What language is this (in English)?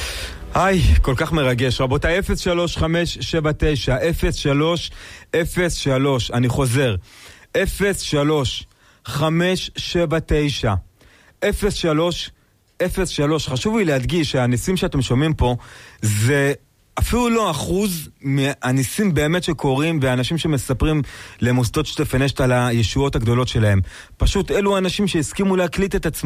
Hebrew